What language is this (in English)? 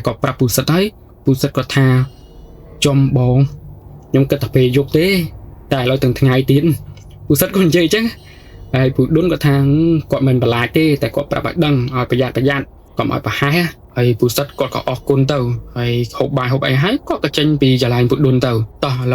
Khmer